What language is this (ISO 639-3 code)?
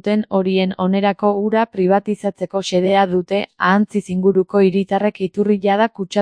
eus